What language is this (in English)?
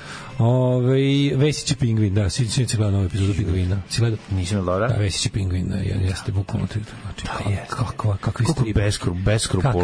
Serbian